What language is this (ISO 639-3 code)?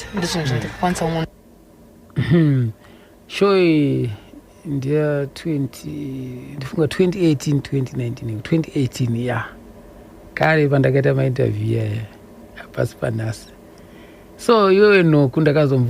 sna